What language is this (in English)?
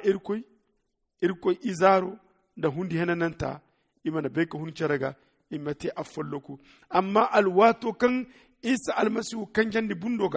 Zarma